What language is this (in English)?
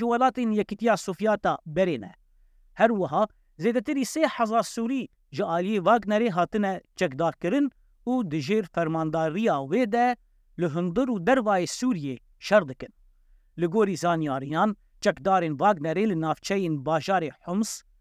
Kurdish